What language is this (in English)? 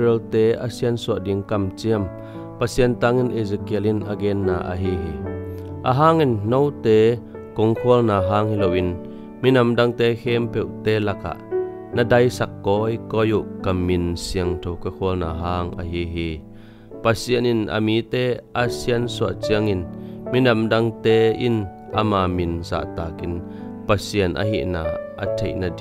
Tedim Chin